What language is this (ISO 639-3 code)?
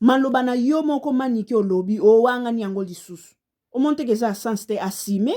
lin